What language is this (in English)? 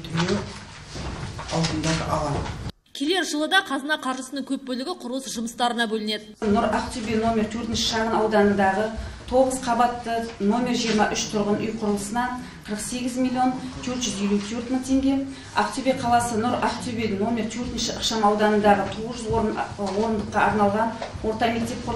Kazakh